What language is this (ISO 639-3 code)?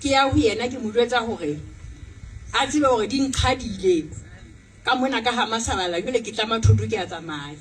sot